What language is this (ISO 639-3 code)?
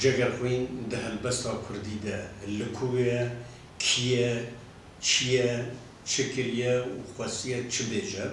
kur